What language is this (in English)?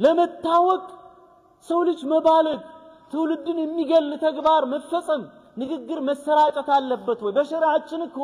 Amharic